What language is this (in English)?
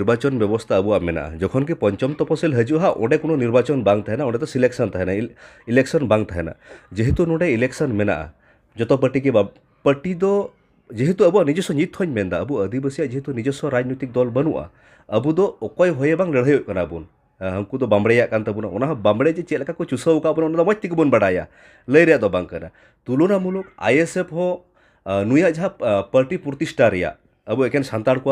Santali